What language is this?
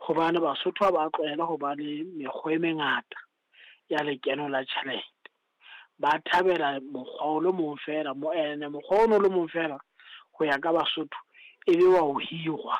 Southern Sotho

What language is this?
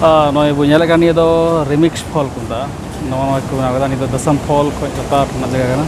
Santali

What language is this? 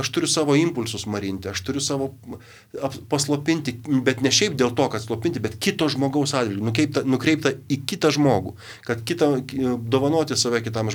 Lithuanian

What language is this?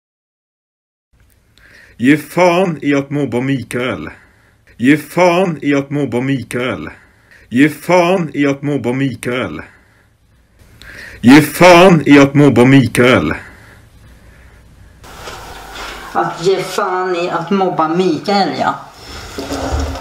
Swedish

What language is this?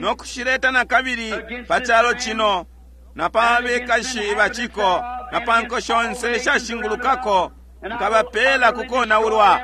Bemba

